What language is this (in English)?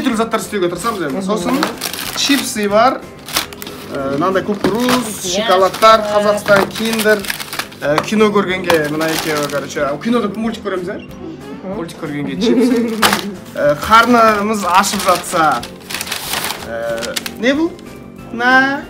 Kazakh